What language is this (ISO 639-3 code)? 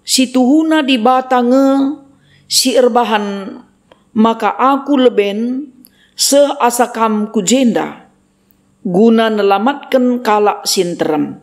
btx